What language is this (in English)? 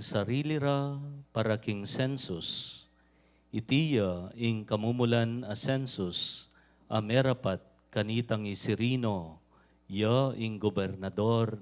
Pampanga